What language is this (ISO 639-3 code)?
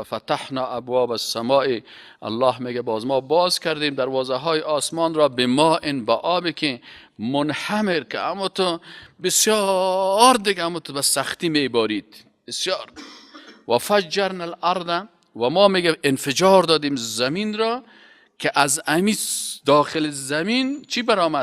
fas